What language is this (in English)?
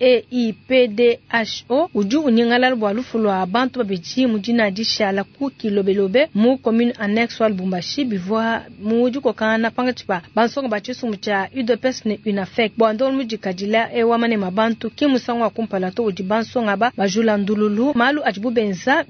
Luba-Lulua